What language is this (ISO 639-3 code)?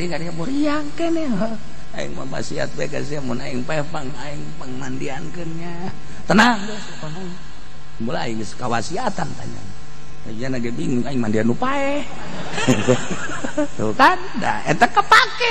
sun